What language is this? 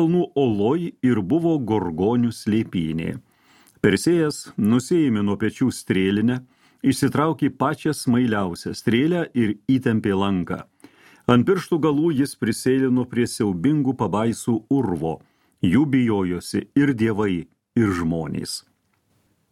Lithuanian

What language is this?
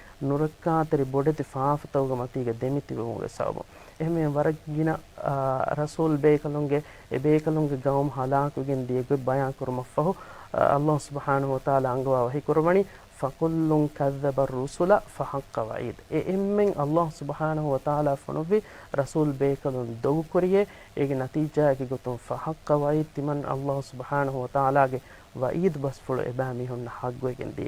Divehi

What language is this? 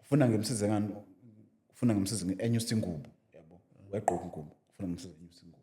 Zulu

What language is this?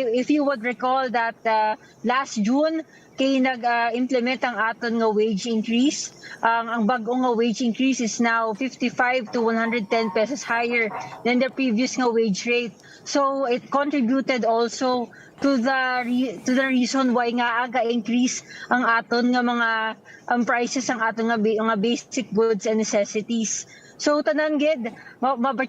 Hiligaynon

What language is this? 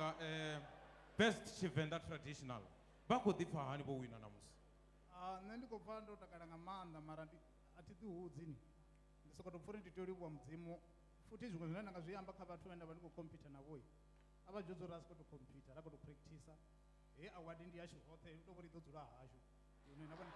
Venda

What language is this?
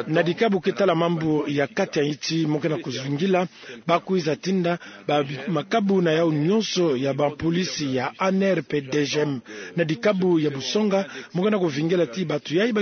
Kituba (Democratic Republic of Congo)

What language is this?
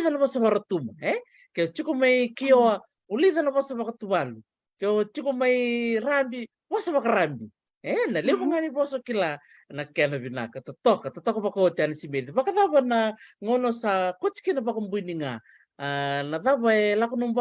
Fijian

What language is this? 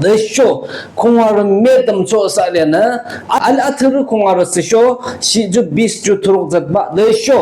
Yimchungru Naga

